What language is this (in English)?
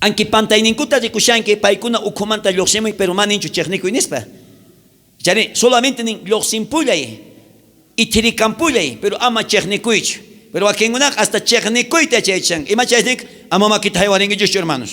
South Bolivian Quechua